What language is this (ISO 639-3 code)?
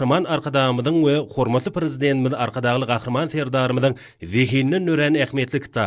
tuk